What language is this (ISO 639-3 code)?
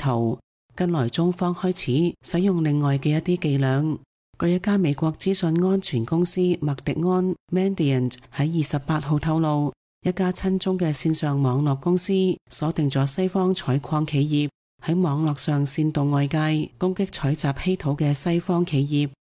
yue